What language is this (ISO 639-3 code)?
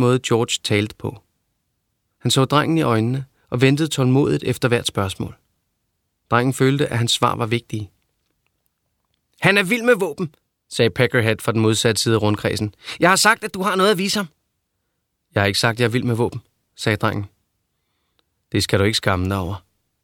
dan